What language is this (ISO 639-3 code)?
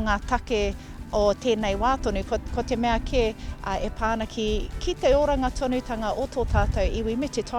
mri